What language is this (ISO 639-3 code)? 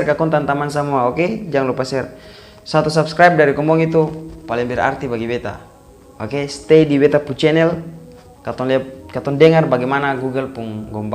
abs